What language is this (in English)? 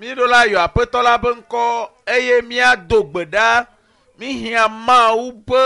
Ewe